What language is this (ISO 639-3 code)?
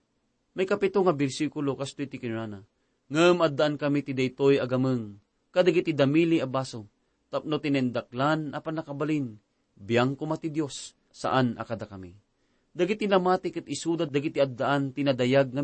ilo